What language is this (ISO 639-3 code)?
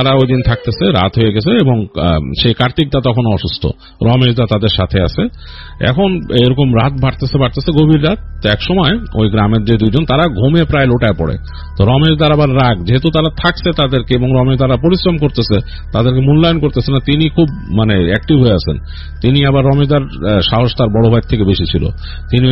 ben